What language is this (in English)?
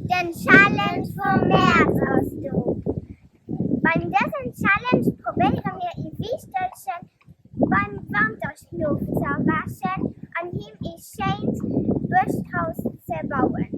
Luxembourgish